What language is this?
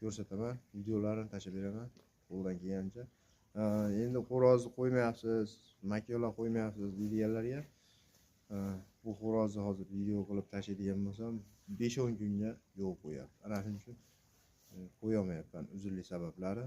Uzbek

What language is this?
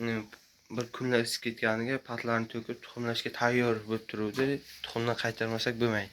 Uzbek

